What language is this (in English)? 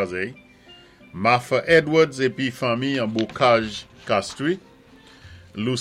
Saint Lucian Creole French